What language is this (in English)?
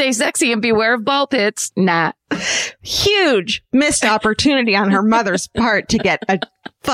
English